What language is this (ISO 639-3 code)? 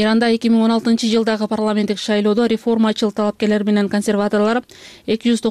kir